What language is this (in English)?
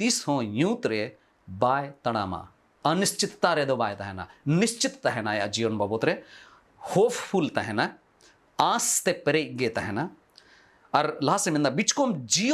Santali